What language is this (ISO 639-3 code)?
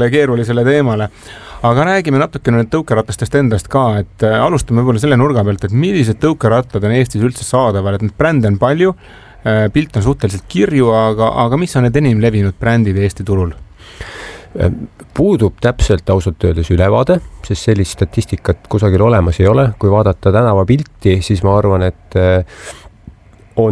est